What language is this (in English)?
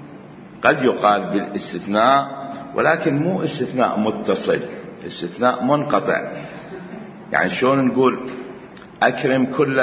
Mesopotamian Arabic